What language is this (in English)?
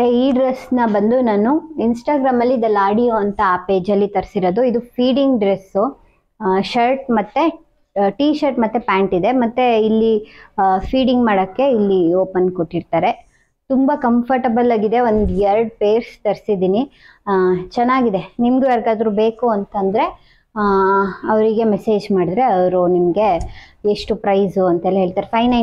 Kannada